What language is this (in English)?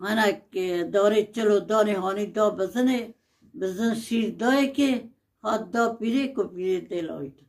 Kurdish